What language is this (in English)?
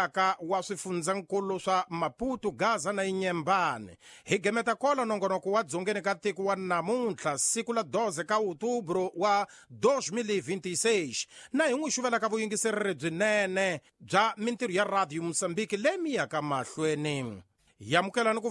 Tsonga